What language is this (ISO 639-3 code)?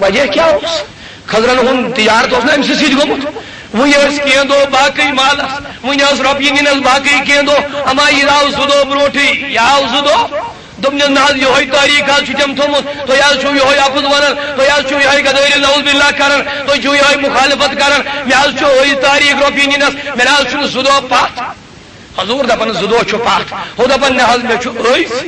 kas